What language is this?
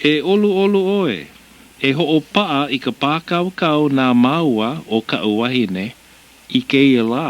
Hawaiian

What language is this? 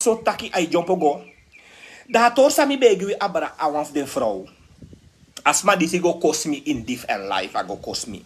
Sranan Tongo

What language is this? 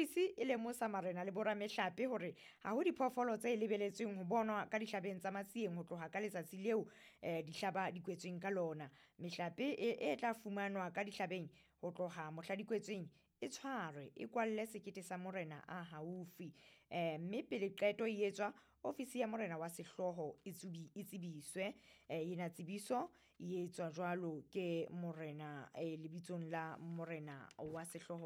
Southern Sotho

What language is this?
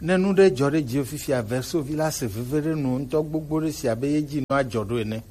Gen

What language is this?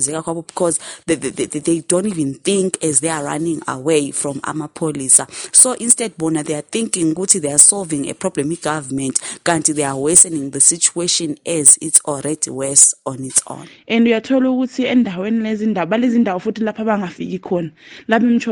North Ndebele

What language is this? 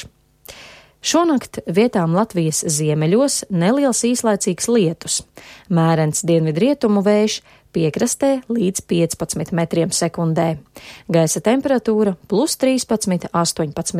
Latvian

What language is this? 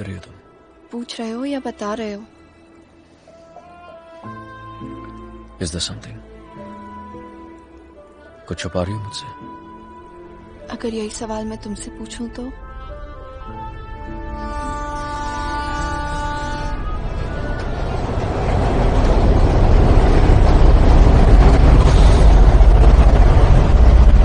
Hindi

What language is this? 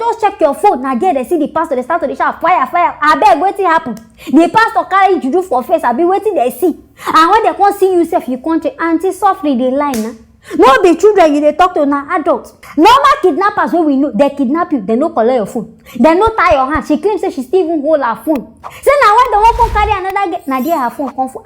Nigerian Pidgin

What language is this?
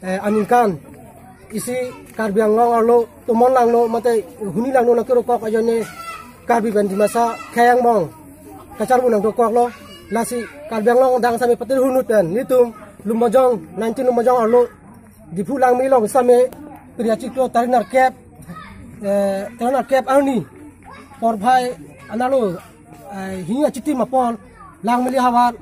Karbi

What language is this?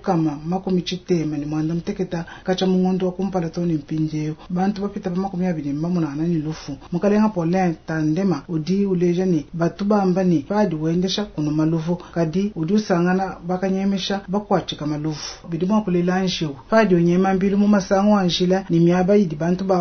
Luba-Lulua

